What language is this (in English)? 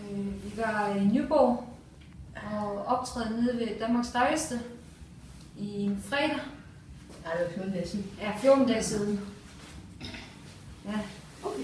Danish